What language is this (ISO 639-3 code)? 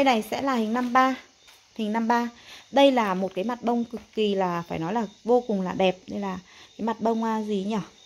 vie